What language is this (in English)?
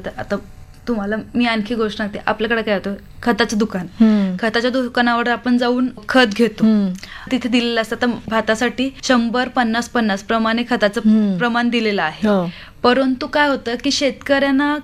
Marathi